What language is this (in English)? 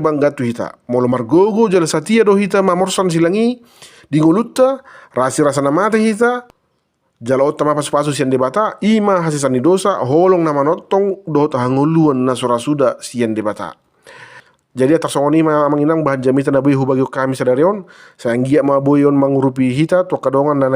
Batak Toba